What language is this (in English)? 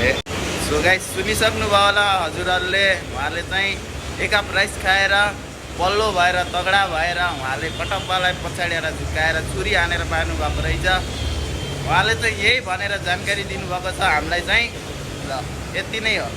Nepali